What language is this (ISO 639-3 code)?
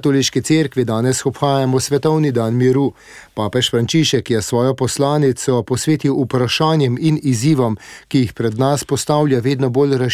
slv